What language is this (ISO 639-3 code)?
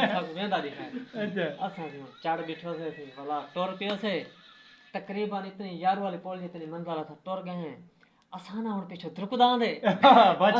skr